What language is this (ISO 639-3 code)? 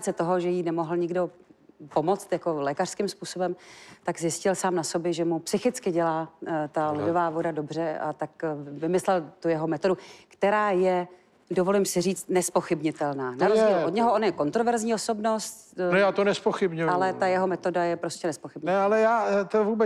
ces